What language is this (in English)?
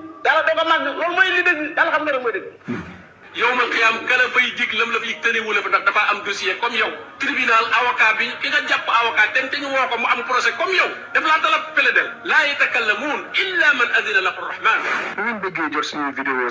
Wolof